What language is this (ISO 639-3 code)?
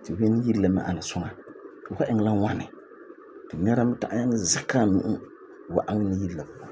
gur